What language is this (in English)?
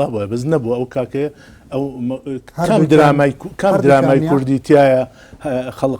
Central Kurdish